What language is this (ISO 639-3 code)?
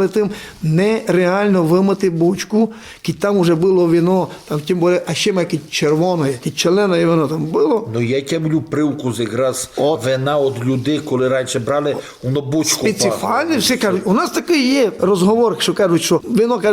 rue